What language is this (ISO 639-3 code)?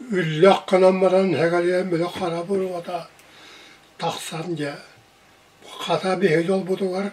sah